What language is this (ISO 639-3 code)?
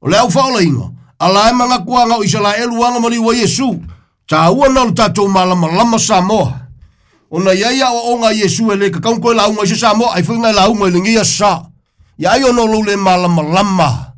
smo